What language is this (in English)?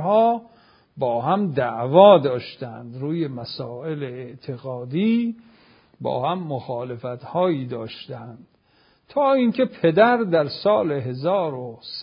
Persian